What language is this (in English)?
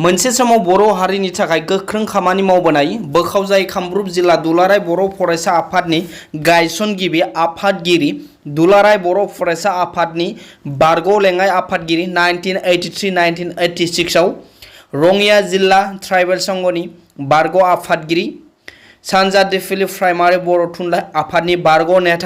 Bodo